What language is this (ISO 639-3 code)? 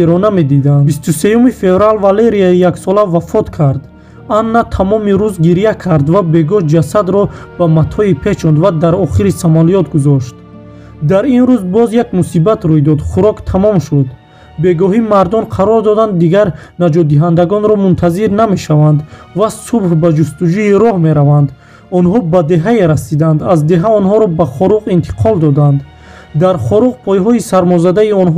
tgk